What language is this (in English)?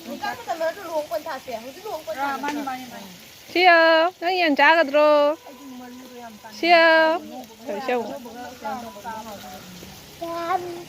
Manipuri